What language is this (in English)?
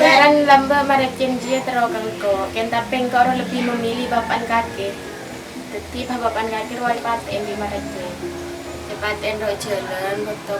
Madurese